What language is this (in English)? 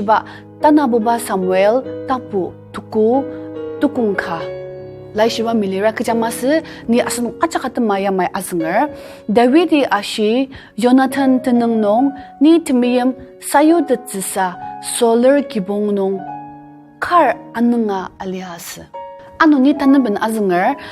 Ao Naga